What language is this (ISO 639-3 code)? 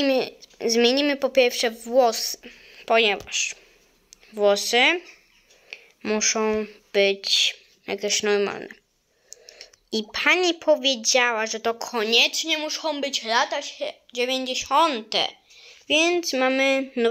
pol